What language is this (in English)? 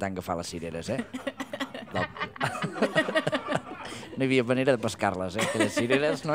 Catalan